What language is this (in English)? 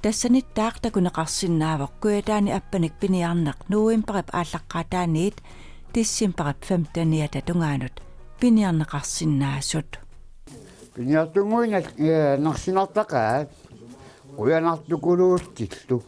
Kalaallisut